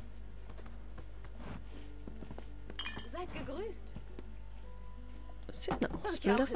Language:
German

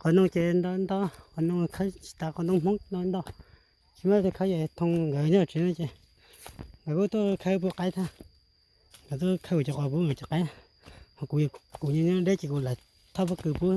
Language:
Hmong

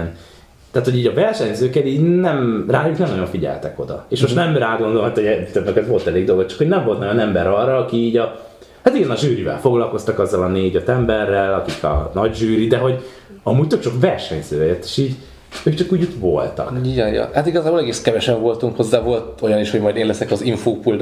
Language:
Hungarian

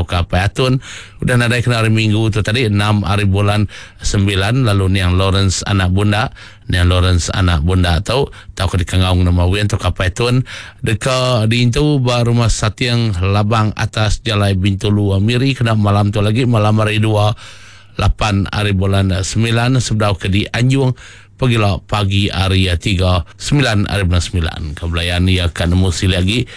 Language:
Iban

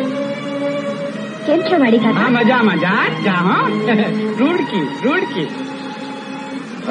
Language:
Gujarati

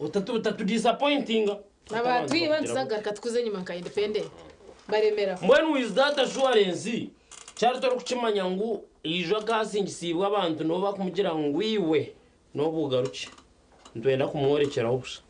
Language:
Nyankole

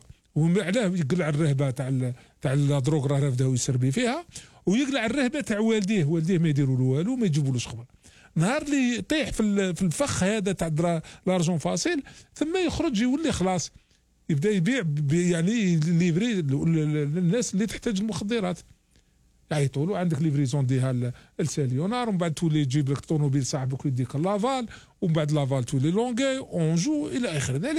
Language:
Algerian Arabic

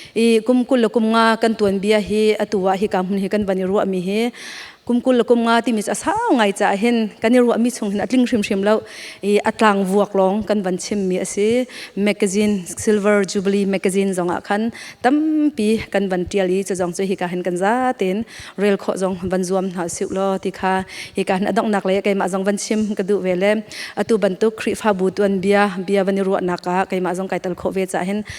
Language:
Hakha Chin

